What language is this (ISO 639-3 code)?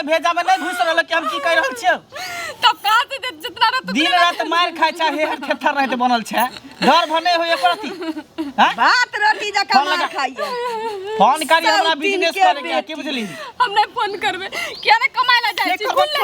mai